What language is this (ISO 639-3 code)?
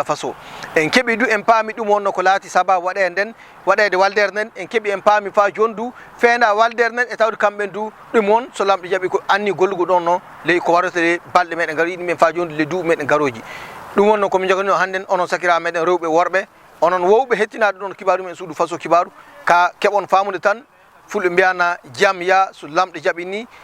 ful